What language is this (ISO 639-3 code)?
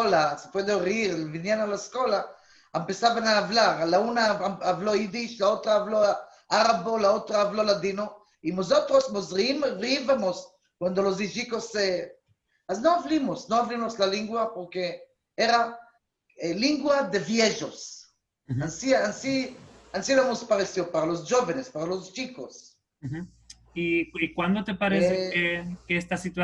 lad